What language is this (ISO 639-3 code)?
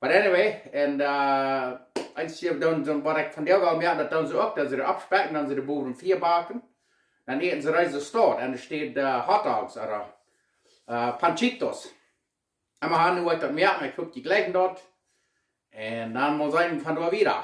pdt